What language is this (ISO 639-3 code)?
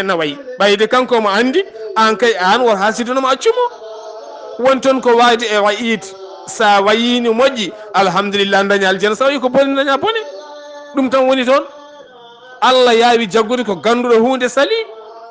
ful